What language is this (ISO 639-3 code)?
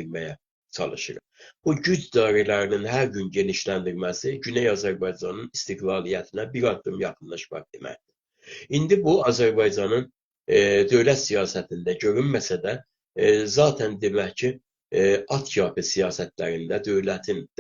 azb